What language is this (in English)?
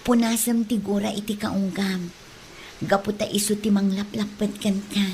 Iloko